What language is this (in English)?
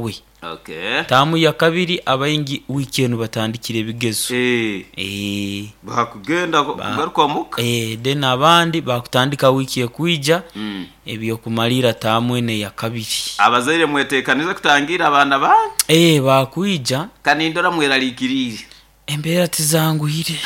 Nyoro